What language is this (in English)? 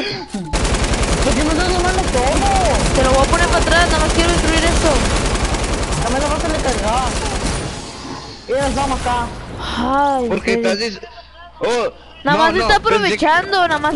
Spanish